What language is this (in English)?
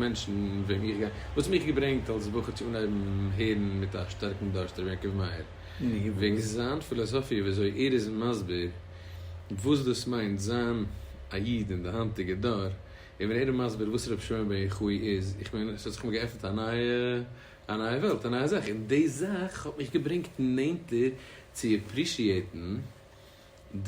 Yiddish